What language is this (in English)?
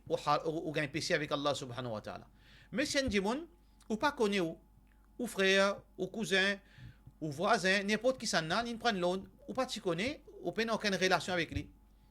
Morisyen